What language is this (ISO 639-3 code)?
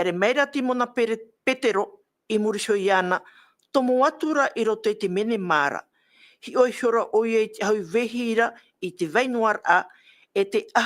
tah